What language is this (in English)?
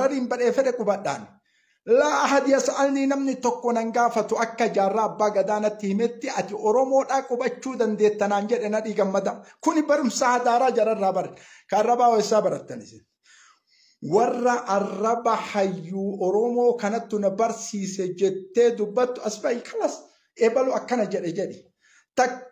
Oromo